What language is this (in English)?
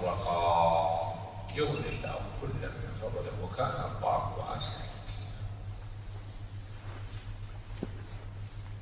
Arabic